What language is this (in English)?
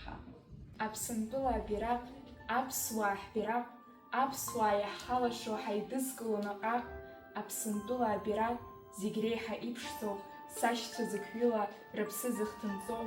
Abkhazian